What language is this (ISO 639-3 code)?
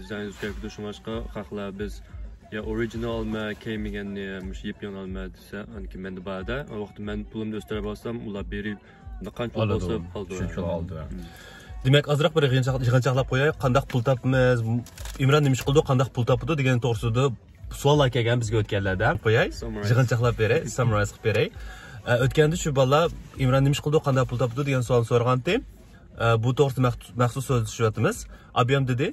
uig